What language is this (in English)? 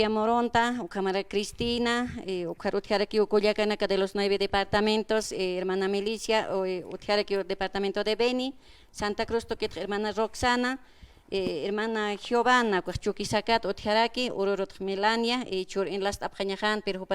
Aymara